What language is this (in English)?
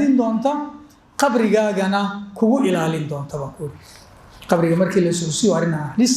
Somali